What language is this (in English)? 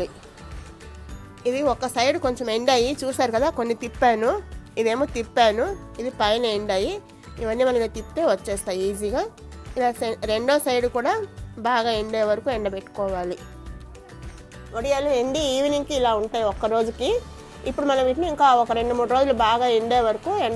Telugu